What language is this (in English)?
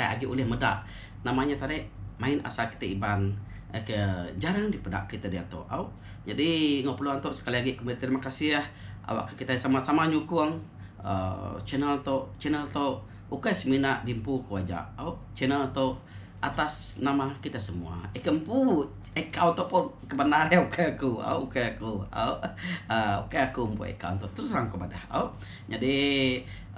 Iban